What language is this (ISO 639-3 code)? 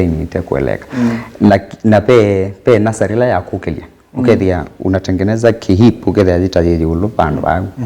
kam